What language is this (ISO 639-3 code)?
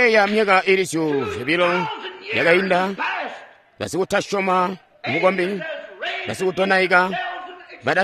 toi